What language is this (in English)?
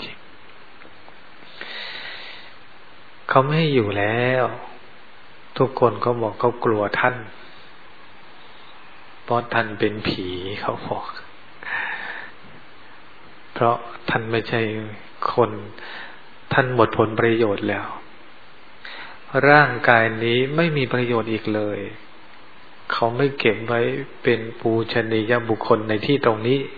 Thai